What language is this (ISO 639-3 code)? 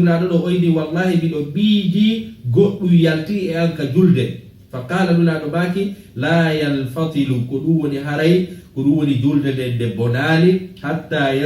ful